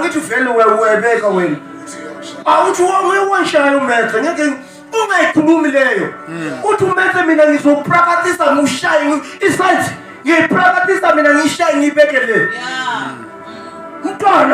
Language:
North Ndebele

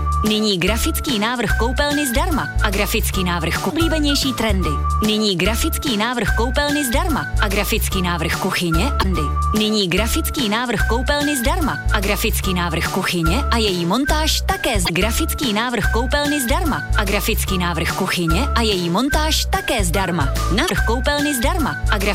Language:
Czech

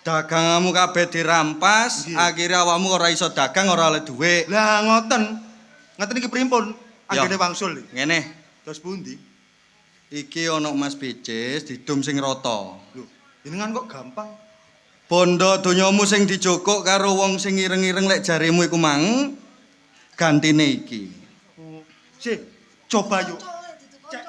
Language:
Javanese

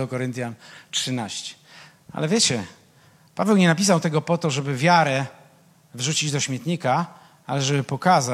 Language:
Polish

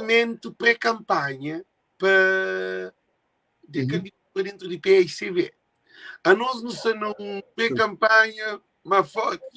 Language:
Kabuverdianu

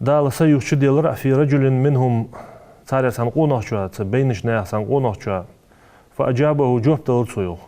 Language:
Ingush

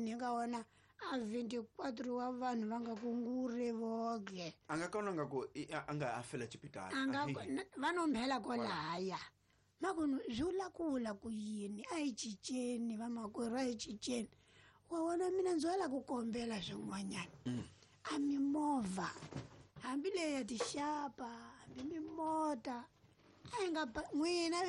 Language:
Tsonga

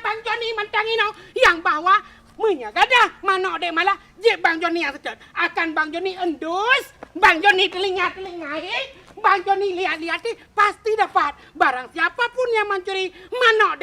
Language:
Achinese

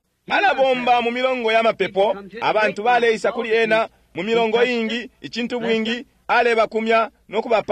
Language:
Bemba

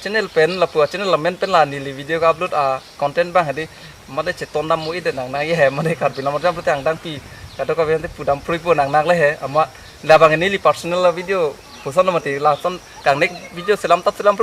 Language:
Karbi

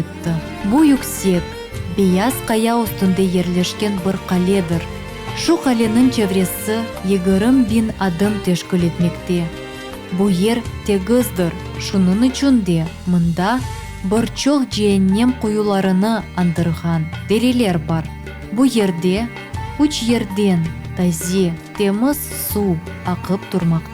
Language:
Crimean Tatar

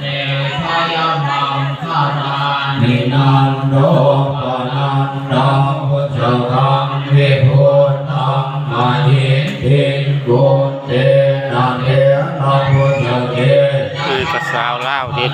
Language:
Pali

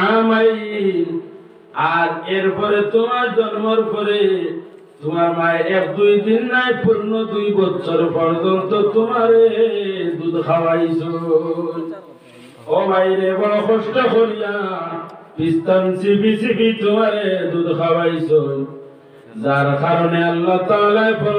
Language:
Sylheti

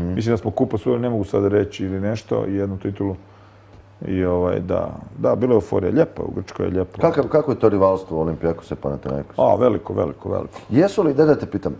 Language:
Croatian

